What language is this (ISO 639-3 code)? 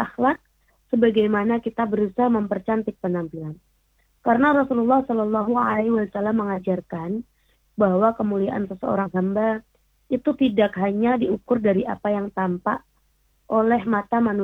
ind